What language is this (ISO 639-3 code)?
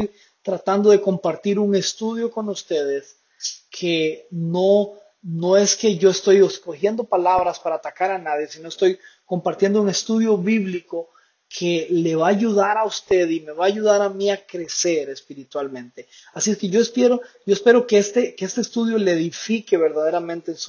spa